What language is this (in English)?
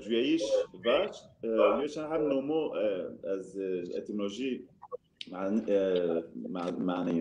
Zaza